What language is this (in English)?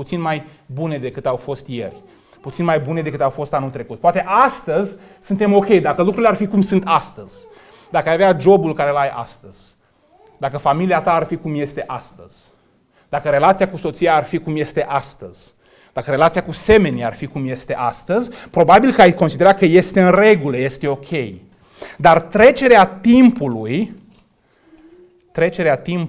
Romanian